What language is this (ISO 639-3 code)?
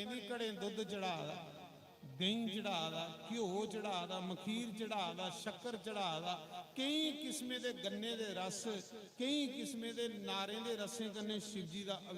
doi